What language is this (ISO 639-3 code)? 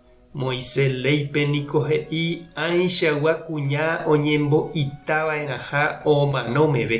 grn